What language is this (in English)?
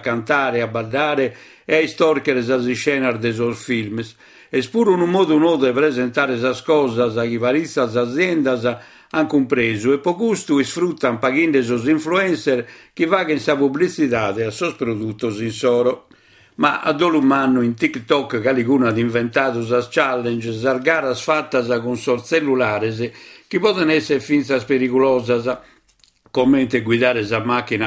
Sardinian